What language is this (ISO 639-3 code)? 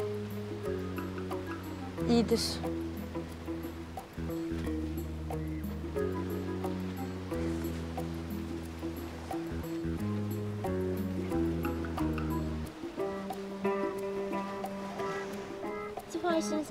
tur